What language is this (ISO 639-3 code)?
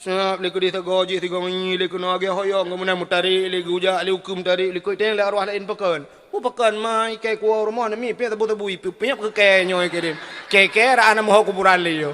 ace